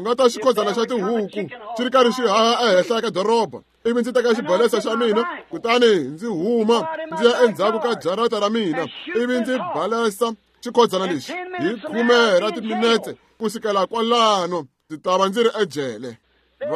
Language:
Tsonga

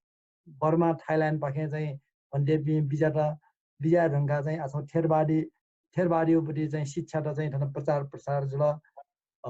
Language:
Newari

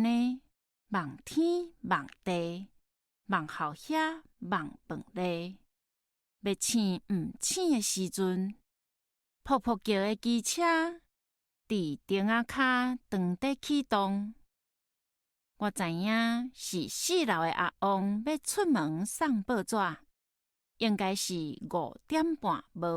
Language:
Min Nan Chinese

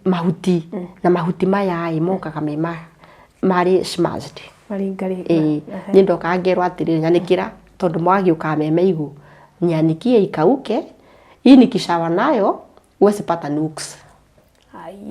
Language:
Kikuyu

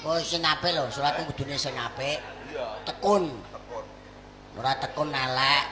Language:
Javanese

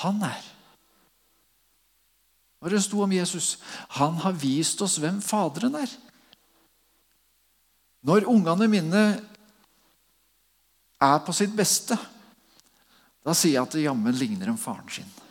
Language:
Norwegian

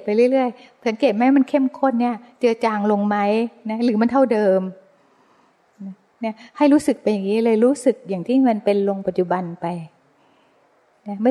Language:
Thai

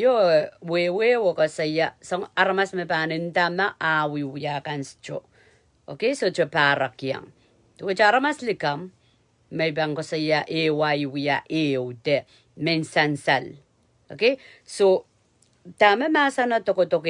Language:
Pohnpeian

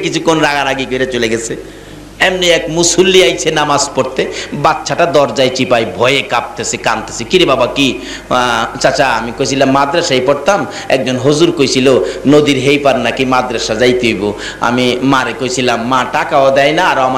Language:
Bangla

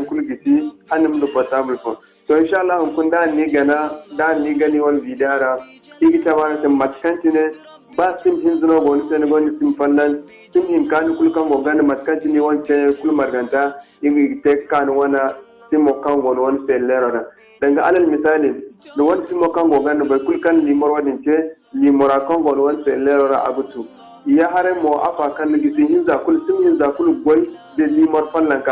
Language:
Zarma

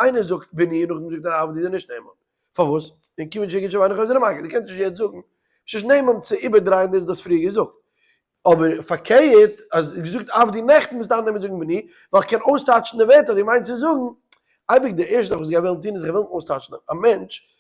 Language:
Yiddish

